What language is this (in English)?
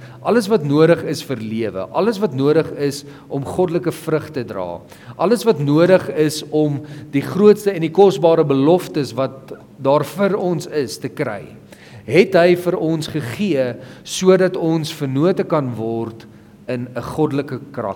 Afrikaans